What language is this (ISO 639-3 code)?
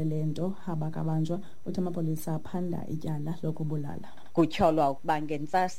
xho